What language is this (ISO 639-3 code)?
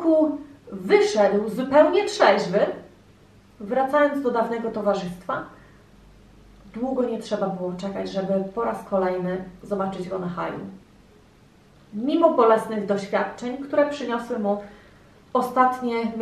pol